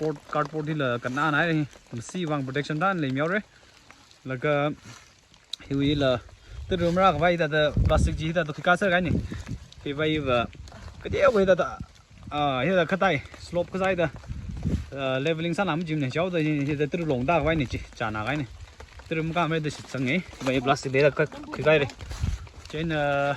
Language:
Tangkhul Naga (India)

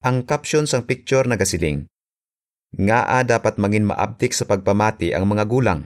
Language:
Hiligaynon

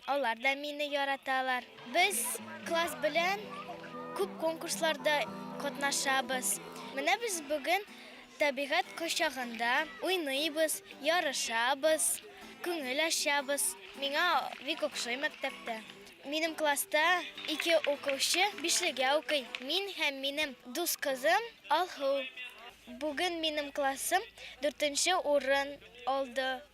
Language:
Bashkir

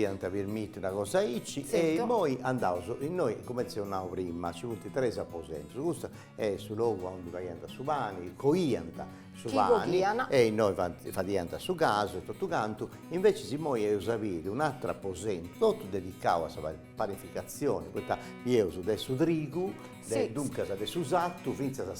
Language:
Sardinian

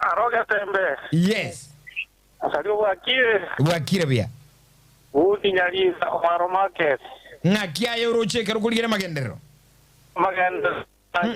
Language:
Gusii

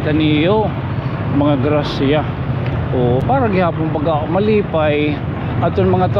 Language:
Waray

